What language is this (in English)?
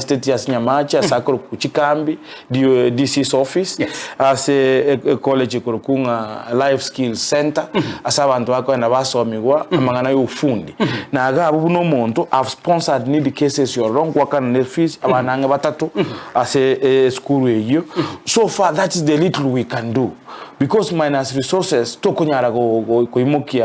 Gusii